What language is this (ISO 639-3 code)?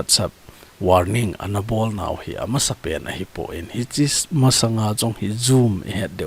tcz